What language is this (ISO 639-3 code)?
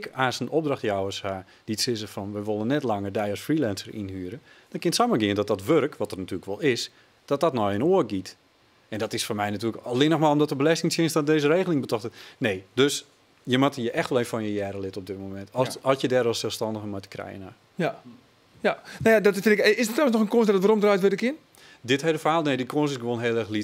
fry